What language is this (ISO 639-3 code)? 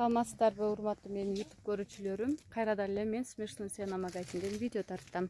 kir